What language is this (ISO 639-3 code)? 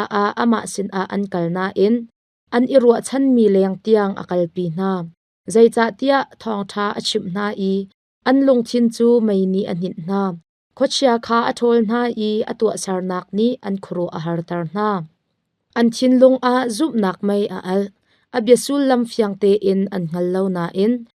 cnh